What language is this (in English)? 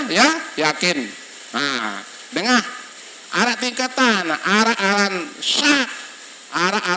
Sasak